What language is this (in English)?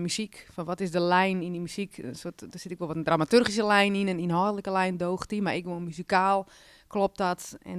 Western Frisian